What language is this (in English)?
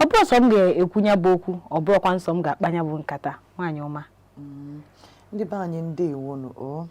Igbo